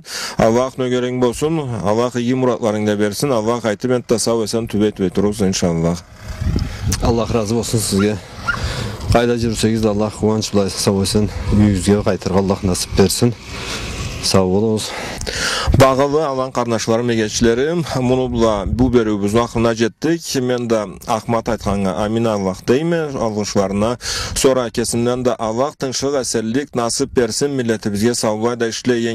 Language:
Karachay-Balkar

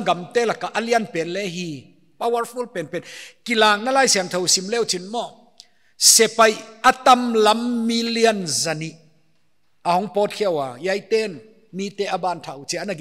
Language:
Paite Chin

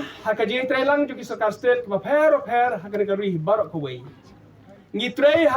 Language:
Khasi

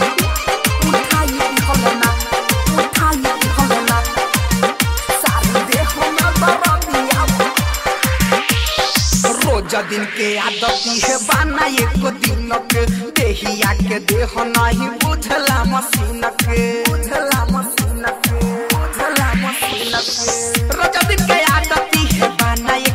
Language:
Bhojpuri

